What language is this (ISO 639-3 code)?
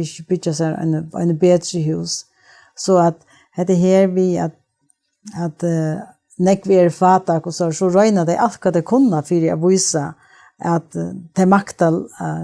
fao